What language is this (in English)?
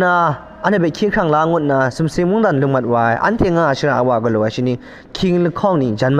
Kachin